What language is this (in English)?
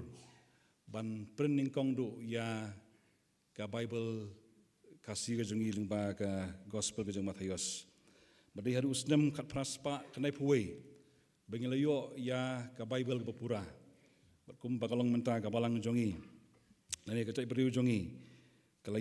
Khasi